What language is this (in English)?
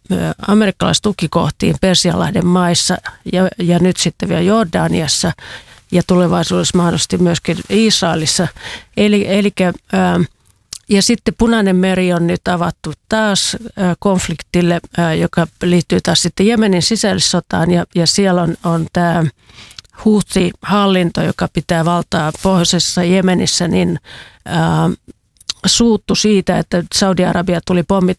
Finnish